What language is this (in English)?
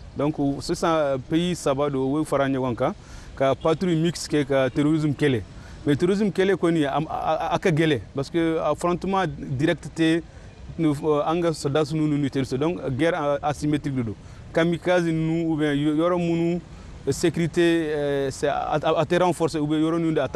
Bambara